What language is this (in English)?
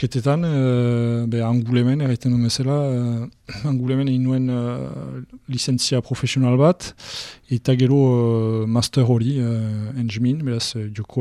Basque